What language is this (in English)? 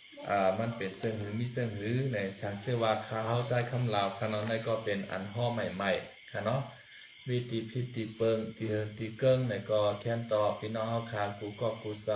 Shan